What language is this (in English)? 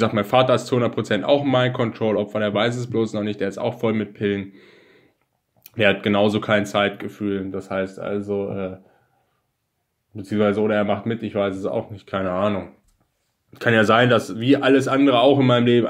German